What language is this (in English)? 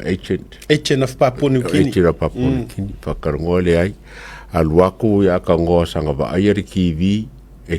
Samoan